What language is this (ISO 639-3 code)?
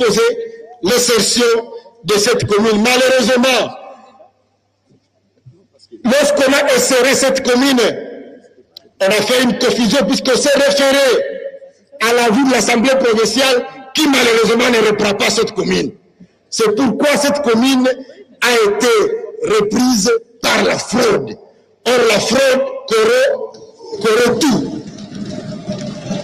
fra